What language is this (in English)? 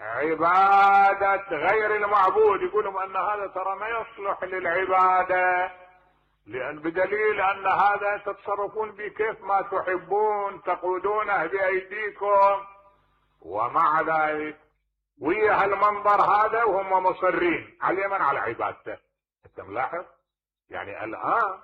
Mesopotamian Arabic